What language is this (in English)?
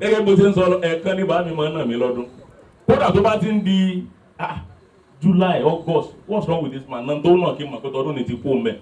Yoruba